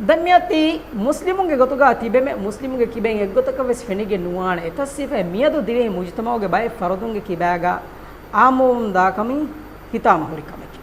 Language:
Divehi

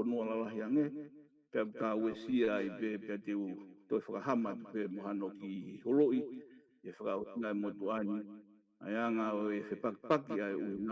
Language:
Tongan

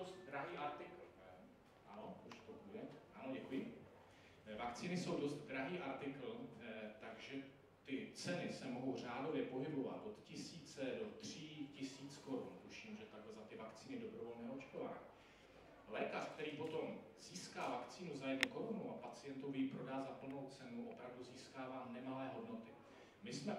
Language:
Czech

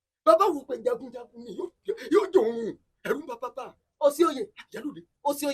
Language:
Yoruba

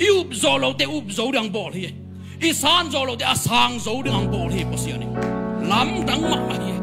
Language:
Tedim Chin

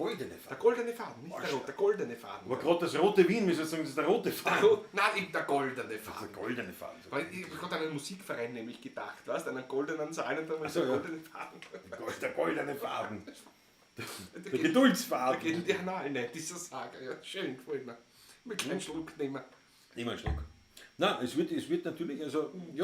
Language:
Bavarian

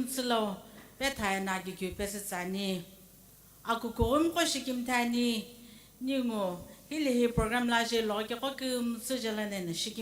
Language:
Sumi Naga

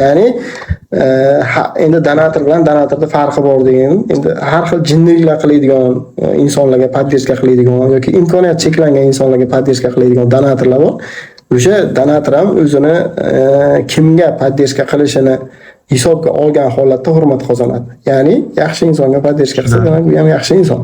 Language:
Uzbek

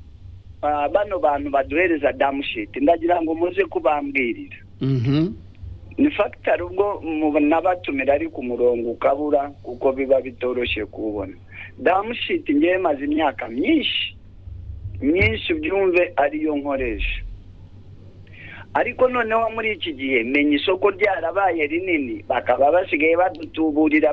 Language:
Kinyarwanda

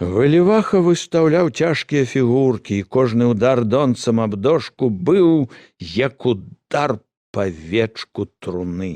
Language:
Belarusian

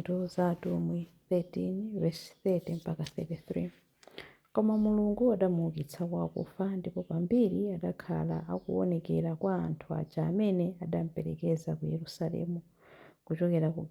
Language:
Nyanja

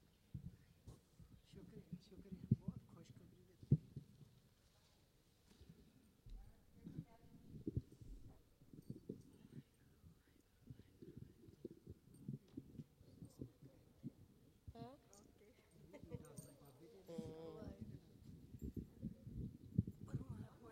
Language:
Punjabi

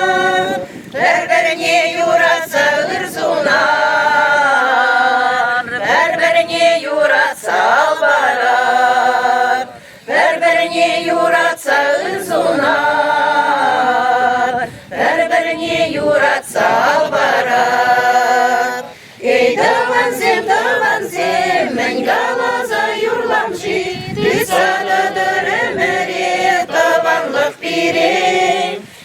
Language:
Chuvash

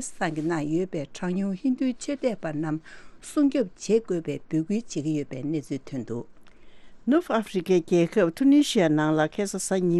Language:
Tibetan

